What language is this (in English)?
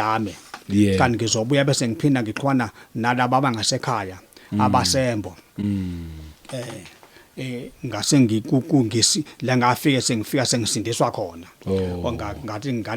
Zulu